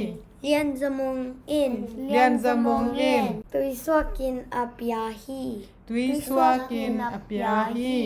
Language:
Tedim Chin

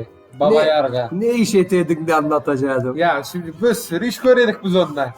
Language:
Crimean Tatar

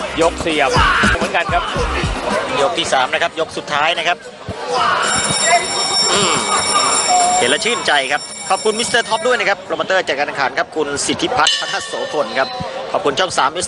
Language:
Thai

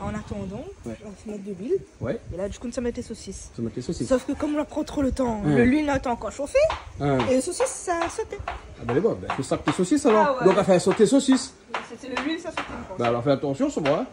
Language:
Réunion Creole French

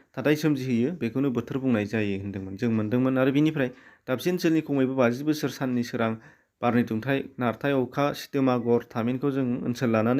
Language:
Bodo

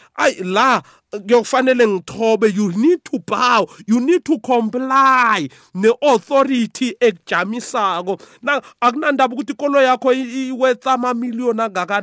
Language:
South Ndebele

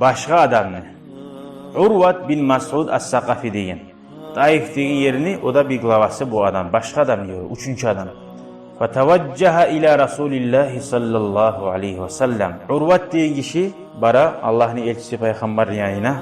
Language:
Kumyk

